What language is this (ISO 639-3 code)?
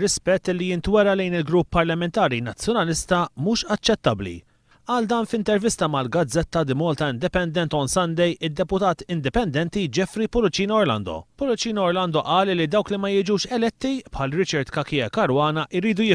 mlt